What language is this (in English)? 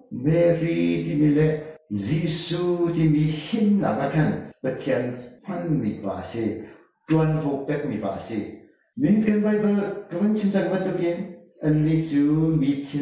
Hakha Chin